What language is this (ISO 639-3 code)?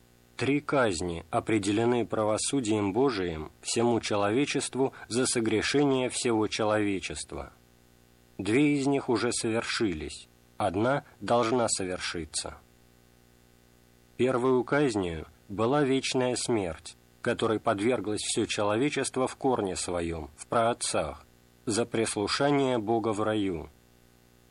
rus